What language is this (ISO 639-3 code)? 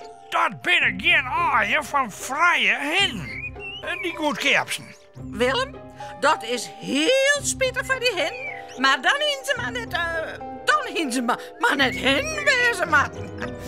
fry